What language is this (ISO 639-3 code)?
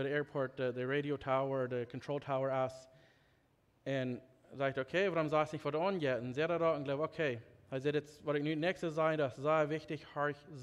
pdt